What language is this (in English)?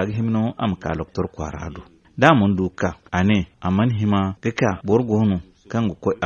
Zarma